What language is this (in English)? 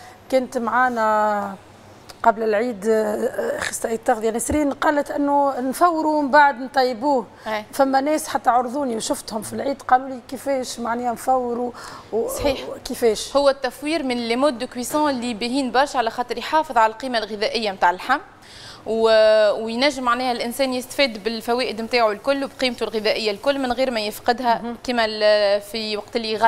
Tunisian Arabic